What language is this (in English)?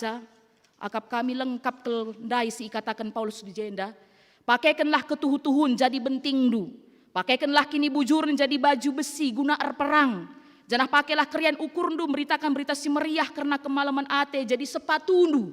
Batak Karo